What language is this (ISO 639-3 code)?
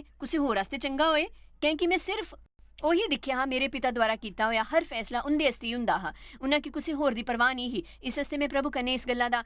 doi